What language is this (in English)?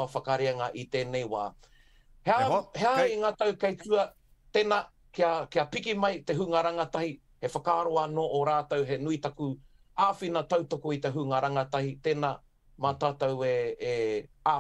Māori